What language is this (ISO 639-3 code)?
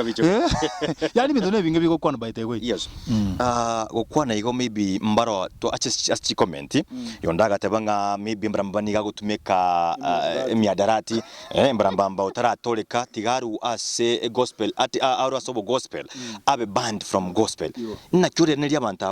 guz